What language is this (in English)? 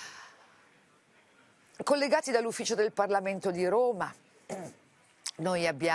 Italian